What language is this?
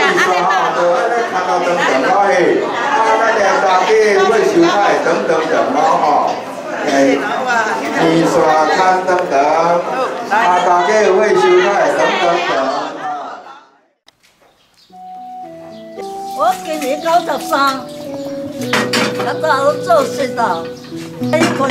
Min Nan Chinese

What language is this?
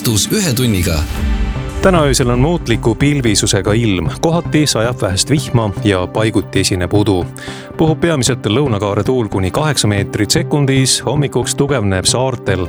Estonian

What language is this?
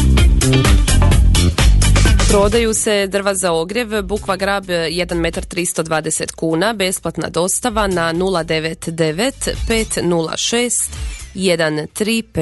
Croatian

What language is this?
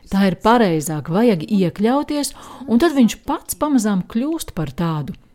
Latvian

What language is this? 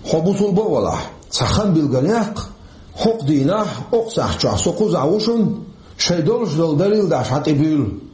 Chechen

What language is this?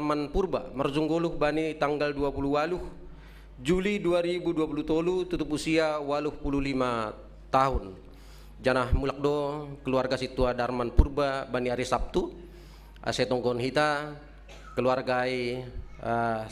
Batak Simalungun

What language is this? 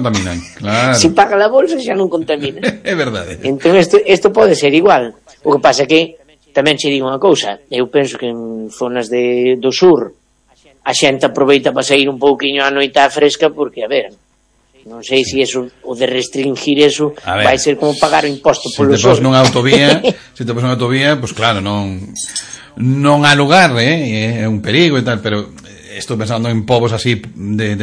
Galician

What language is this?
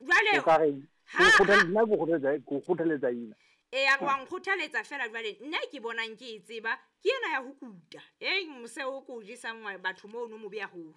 Southern Sotho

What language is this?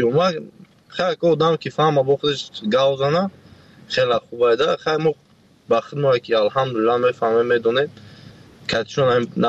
Tajik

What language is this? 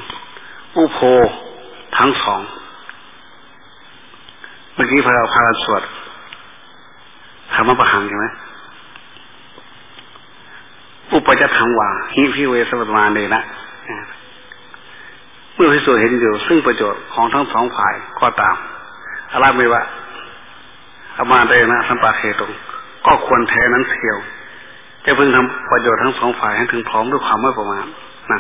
Thai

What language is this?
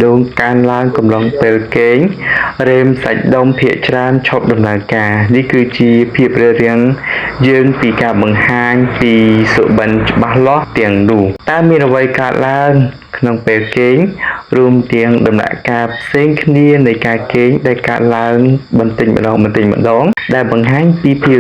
Khmer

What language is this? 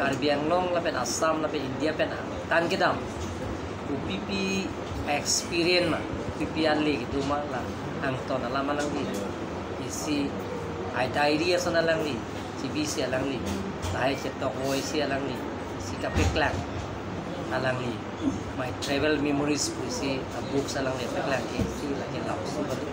Karbi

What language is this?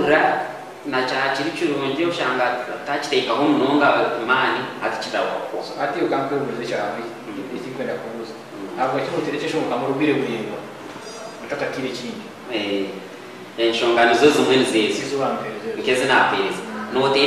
Kinyarwanda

